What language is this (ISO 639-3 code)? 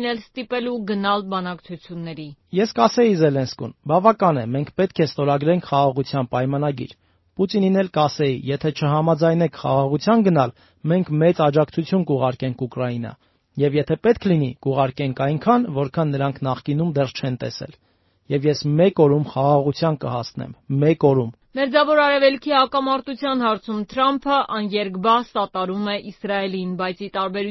hye